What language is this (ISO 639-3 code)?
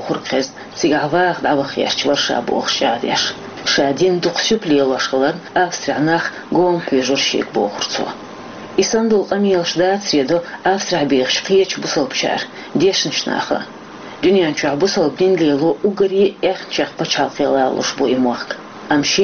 che